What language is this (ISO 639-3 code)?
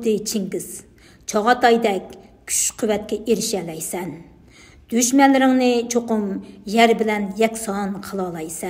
uig